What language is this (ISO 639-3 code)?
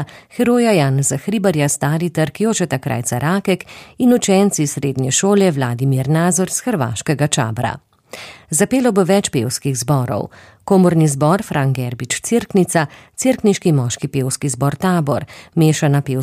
slv